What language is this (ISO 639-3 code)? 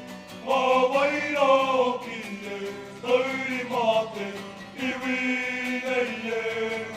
mri